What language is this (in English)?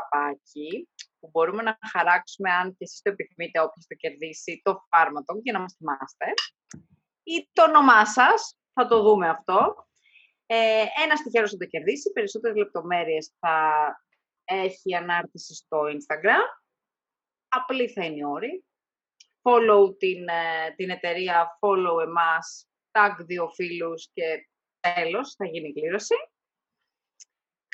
Greek